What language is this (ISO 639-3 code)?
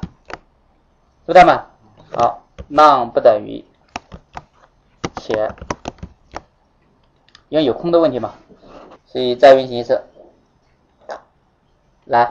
zho